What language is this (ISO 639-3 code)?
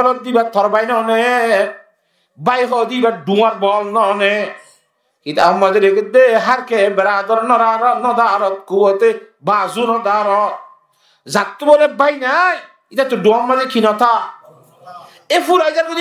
rhg